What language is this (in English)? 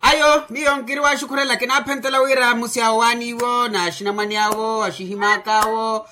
Makhuwa